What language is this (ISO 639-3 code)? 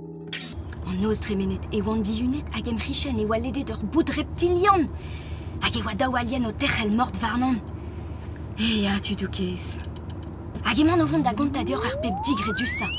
bre